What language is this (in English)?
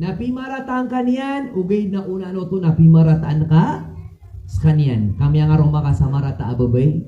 Maranao